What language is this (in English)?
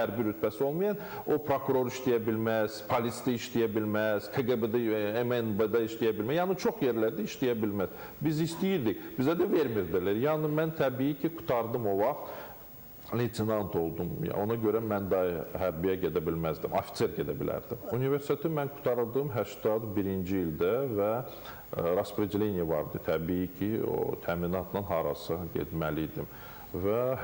Azerbaijani